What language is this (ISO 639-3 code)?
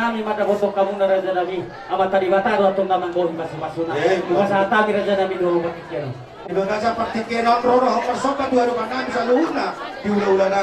bbc